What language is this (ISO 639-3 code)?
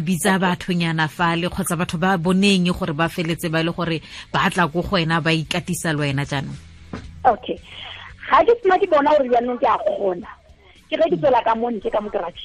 tsn